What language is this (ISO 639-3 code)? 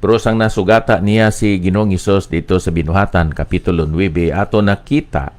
hil